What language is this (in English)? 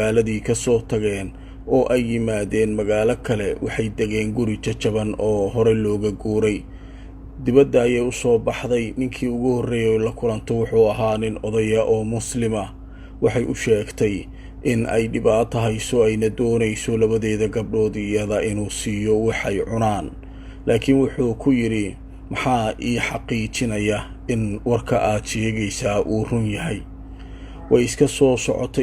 Somali